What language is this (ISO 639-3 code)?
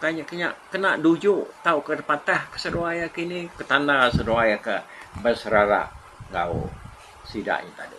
iba